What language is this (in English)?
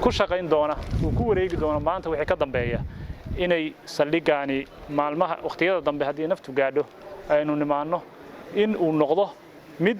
Somali